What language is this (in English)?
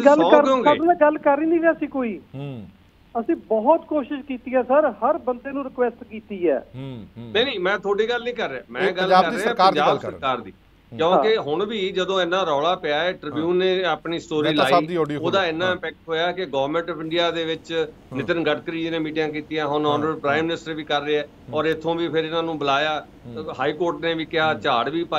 Punjabi